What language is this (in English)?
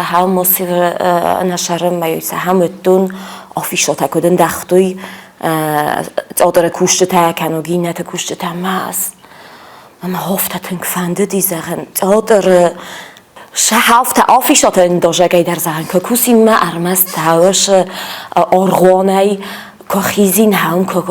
Ossetic